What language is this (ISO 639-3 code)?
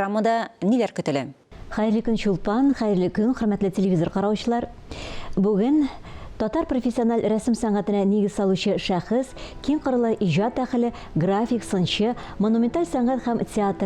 tat